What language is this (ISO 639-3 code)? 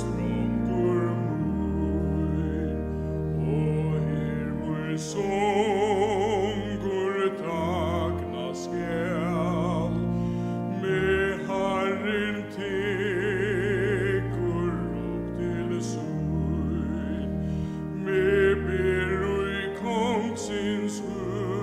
fao